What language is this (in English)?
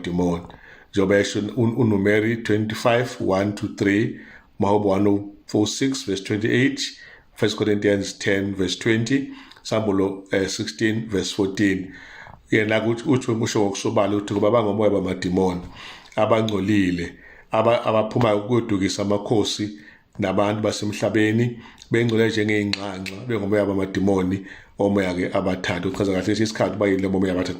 Zulu